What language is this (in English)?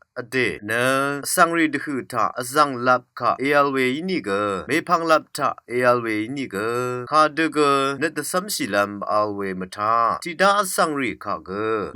Rawang